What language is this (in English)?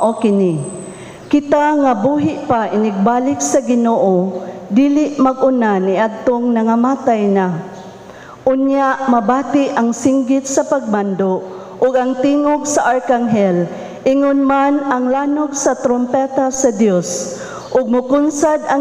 Cebuano